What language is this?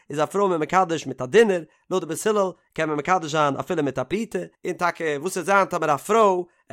Yiddish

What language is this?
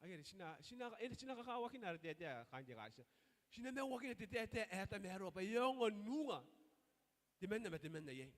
Gilbertese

